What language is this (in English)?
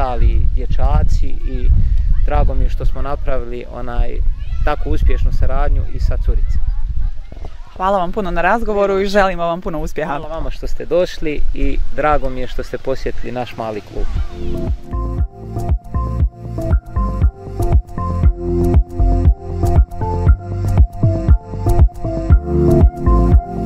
Bosnian